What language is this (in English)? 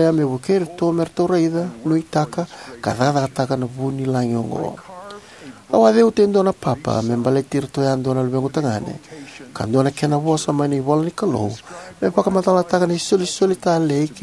Fijian